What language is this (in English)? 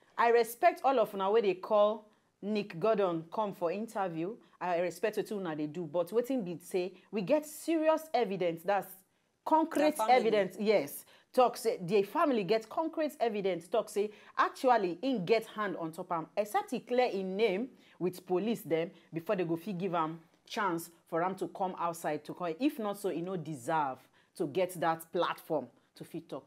Nigerian Pidgin